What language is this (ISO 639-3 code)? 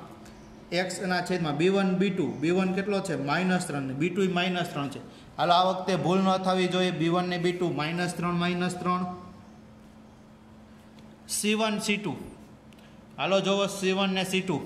guj